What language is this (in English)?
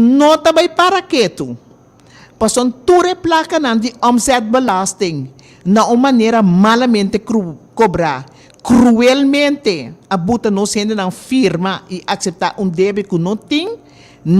Papiamento